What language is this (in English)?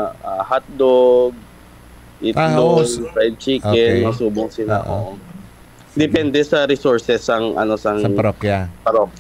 Hiligaynon